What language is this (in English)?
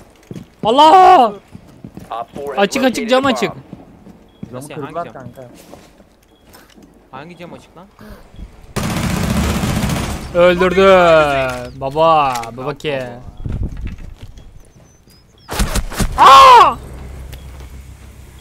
Turkish